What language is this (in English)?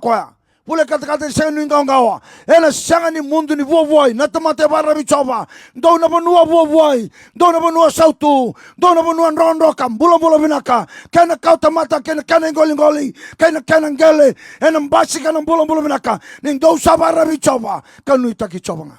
Fijian